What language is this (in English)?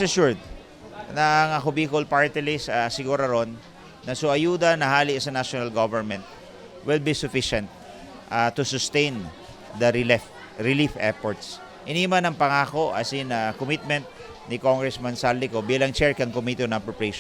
Bikol